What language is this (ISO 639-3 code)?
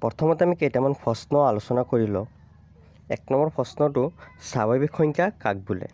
asm